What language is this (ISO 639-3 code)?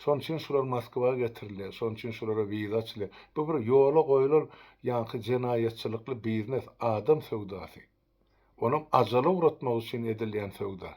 tuk